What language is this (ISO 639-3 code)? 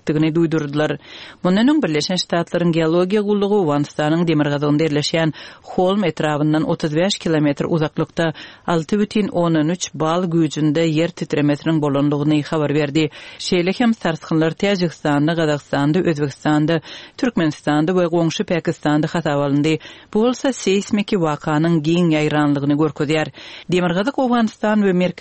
tuk